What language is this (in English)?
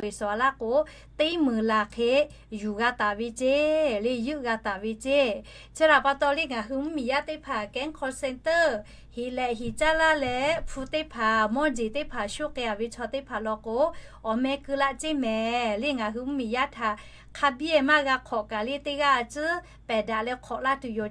Lahu